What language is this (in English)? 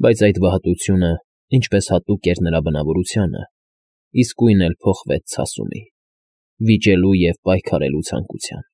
Armenian